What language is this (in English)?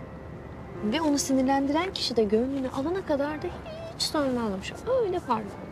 Turkish